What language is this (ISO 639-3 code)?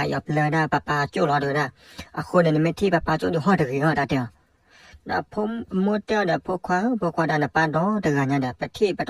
ksw